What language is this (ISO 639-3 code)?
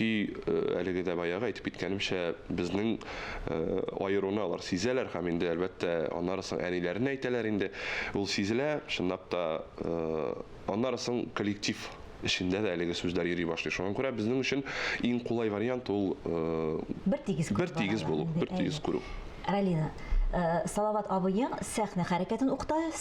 tat